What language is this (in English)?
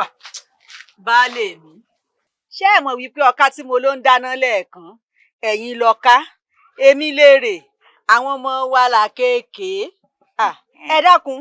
Yoruba